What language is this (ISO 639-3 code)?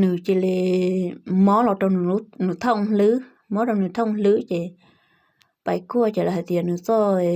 hmn